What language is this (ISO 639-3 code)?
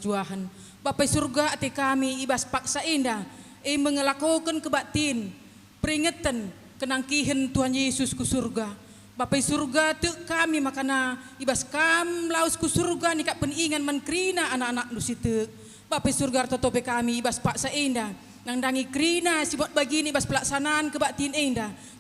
btx